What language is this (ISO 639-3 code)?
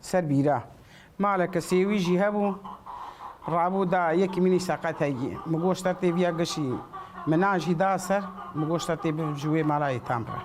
kur